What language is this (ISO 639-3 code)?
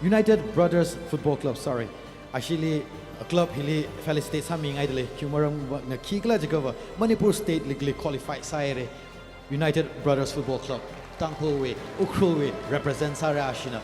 nmf